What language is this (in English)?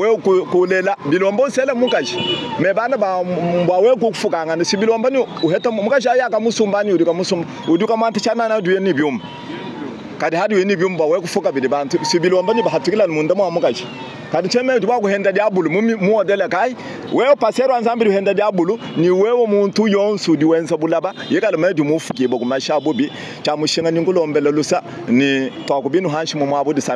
Luba-Lulua